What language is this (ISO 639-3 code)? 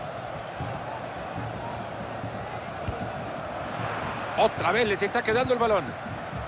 spa